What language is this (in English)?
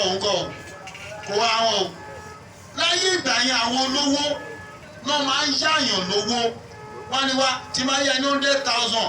Yoruba